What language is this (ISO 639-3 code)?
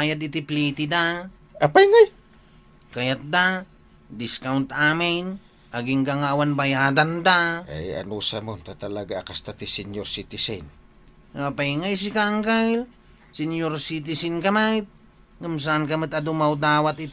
ilo